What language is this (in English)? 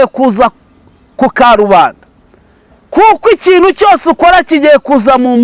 Kinyarwanda